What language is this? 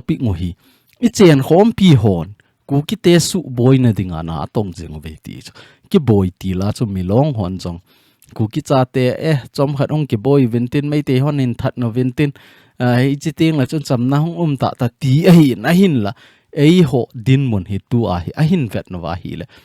Thado Chin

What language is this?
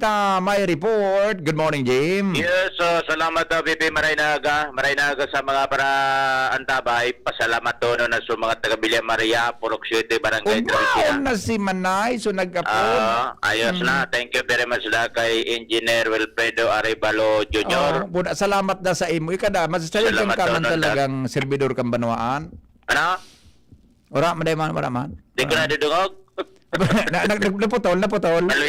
Bikol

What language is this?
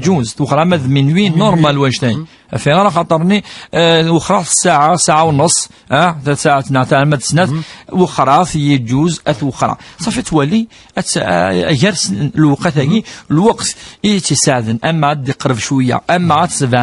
Kabyle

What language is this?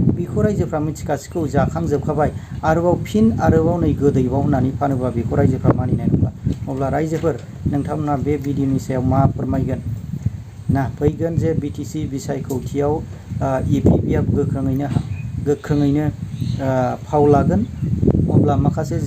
Bodo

